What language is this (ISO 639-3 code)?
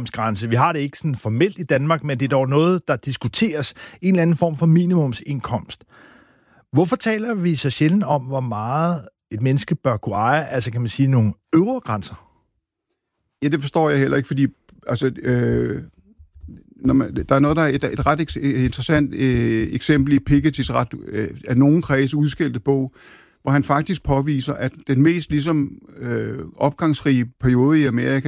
dan